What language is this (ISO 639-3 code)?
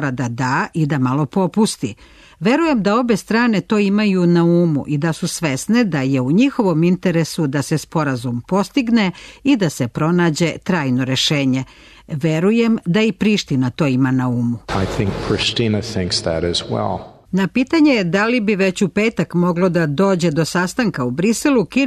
srp